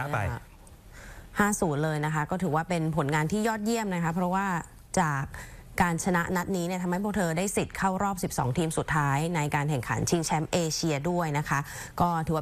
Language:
Thai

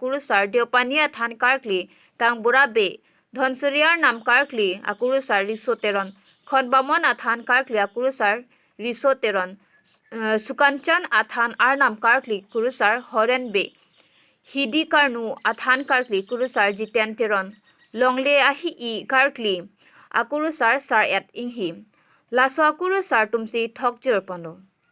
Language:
Karbi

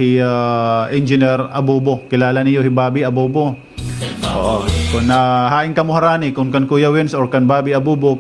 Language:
Waray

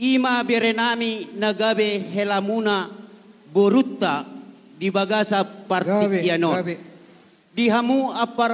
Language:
Batak Toba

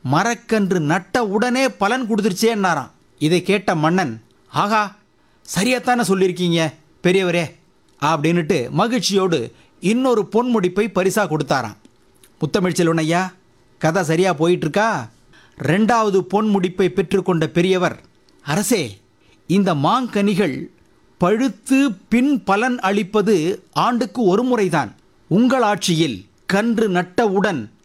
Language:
Tamil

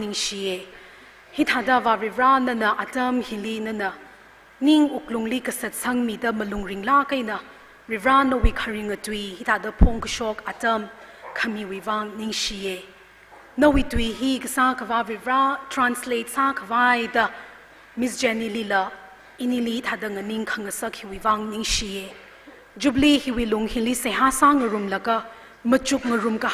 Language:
Tangkhul Naga (India)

